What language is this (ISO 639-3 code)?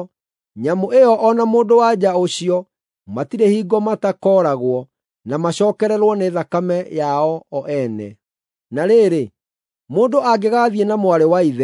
kik